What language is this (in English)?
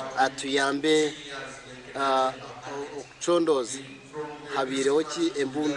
Nyankole